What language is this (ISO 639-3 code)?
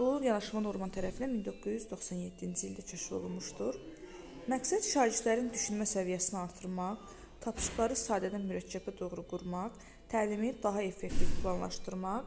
aze